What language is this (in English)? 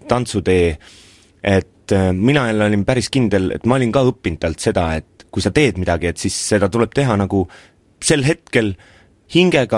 Estonian